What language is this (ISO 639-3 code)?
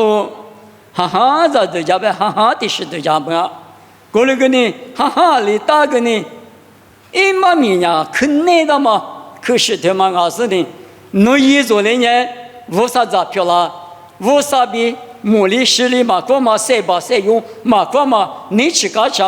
lis